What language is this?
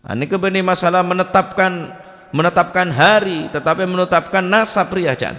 Madurese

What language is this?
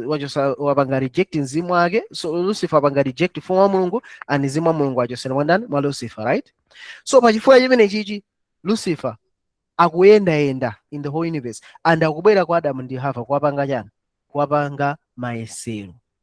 Nyanja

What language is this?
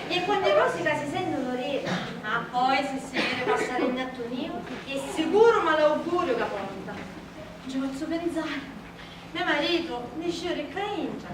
Sicilian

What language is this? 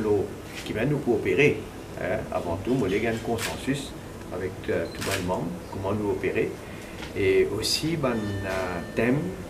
Morisyen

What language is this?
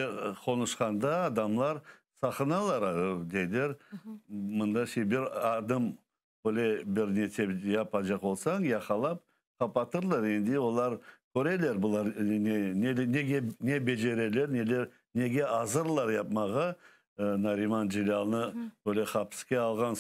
Crimean Tatar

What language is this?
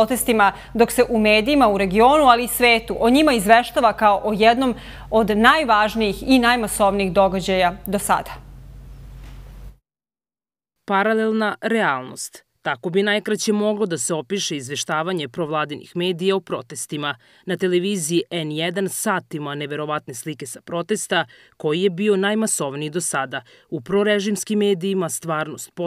Serbian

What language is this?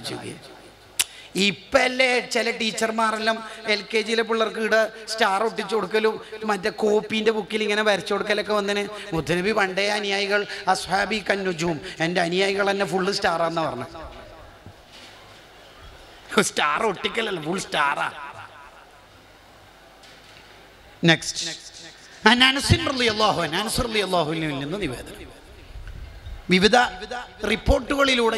Malayalam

